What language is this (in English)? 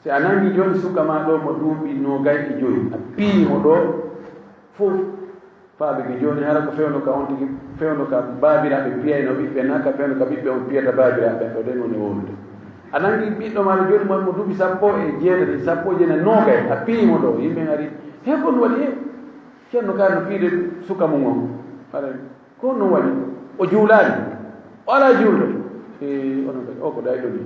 Fula